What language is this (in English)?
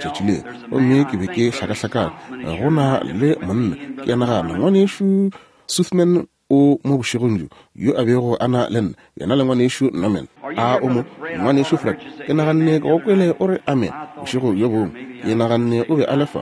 Northern Sotho